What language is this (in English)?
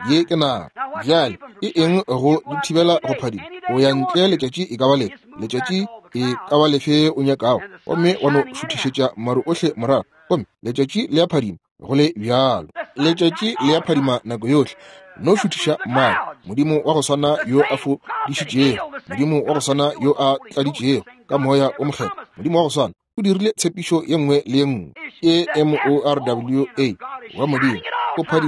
Northern Sotho